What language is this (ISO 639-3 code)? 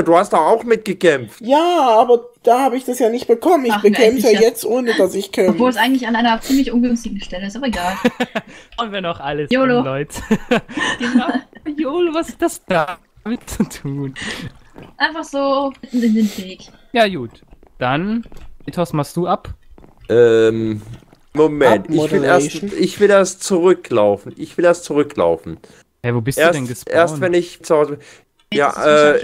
deu